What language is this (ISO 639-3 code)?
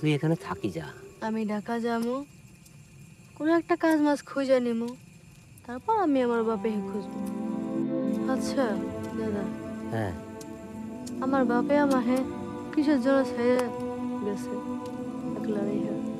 ben